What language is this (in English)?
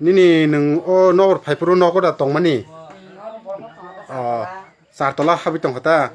Kok Borok